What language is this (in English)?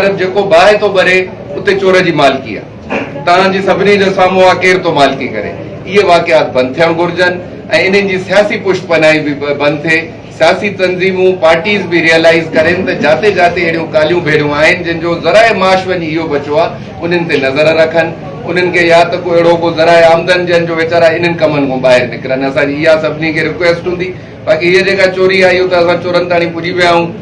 Sindhi